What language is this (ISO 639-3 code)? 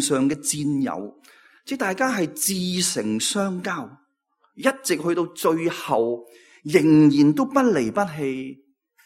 yue